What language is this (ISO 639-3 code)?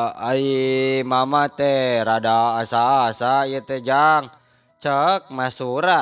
sun